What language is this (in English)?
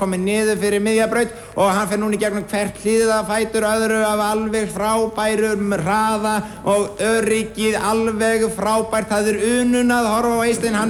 Icelandic